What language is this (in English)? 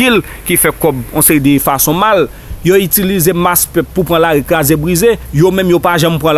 Haitian Creole